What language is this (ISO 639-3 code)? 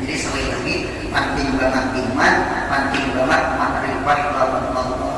bjn